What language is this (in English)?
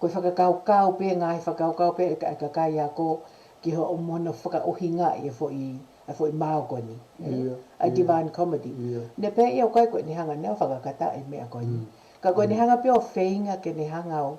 Tongan